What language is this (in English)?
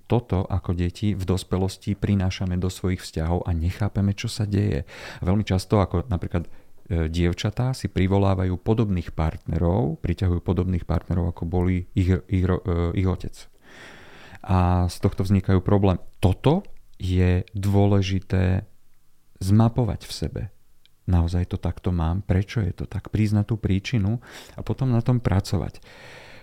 Slovak